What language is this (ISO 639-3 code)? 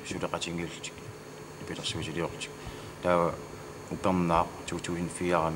kal